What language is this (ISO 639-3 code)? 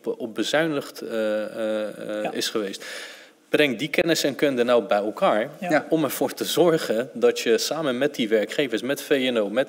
nld